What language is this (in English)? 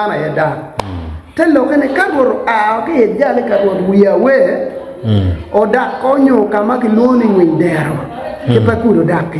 Acoli